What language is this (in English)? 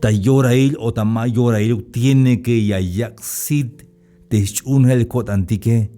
Tzeltal